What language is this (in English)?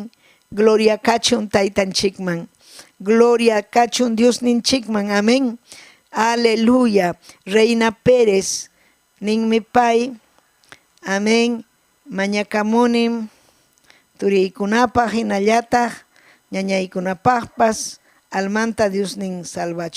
Ayacucho Quechua